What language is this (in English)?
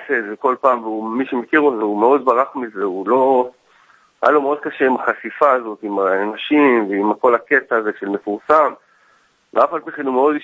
Hebrew